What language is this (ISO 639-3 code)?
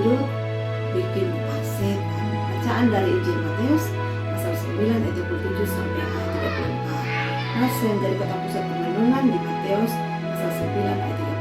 mkn